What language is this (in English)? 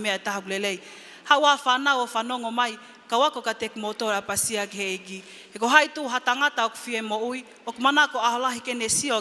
Tongan